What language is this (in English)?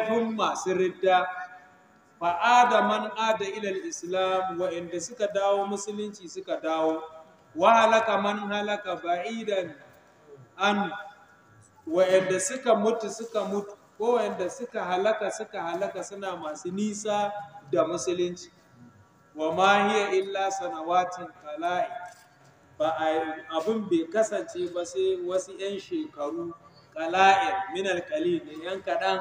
Hausa